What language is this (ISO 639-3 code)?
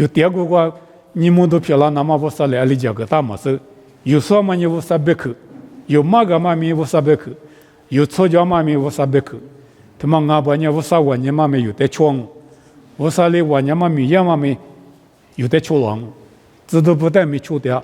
lis